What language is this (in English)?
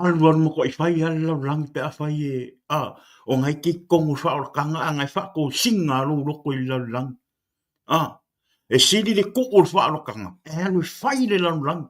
Samoan